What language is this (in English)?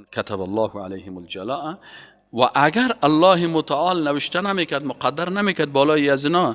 Persian